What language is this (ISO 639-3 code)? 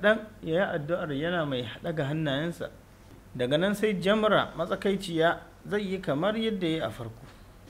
hau